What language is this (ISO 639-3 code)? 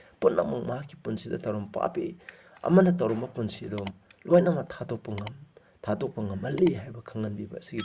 mni